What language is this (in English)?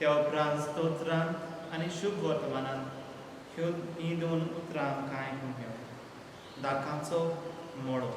Konkani